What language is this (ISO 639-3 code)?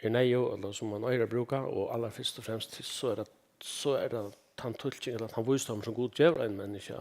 fao